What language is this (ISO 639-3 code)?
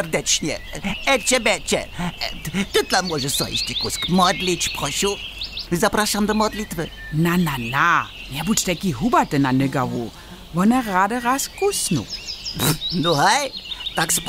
hsb